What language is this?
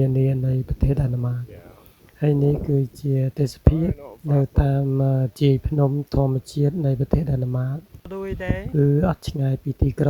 Khmer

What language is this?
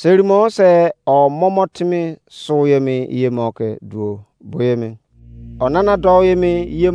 Izon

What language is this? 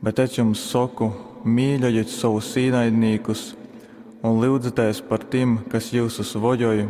Latgalian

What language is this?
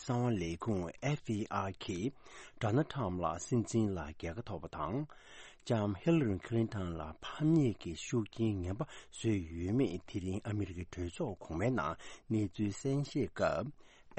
Tibetan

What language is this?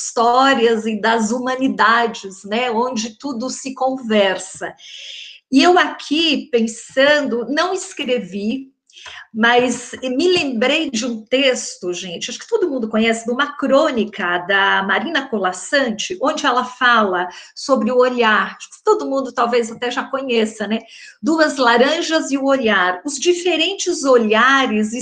Portuguese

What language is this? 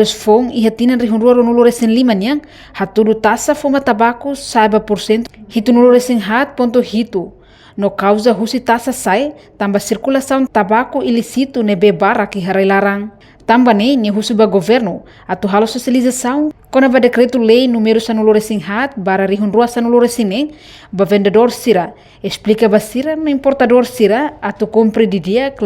Tetum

